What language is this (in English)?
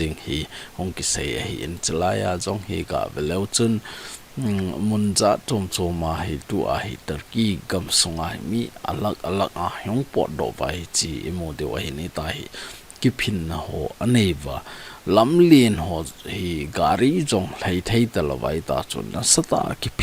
Thado Chin